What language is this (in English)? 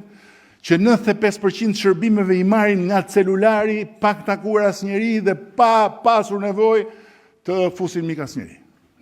Albanian